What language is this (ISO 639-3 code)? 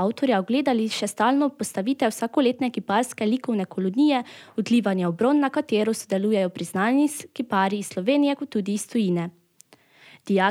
slv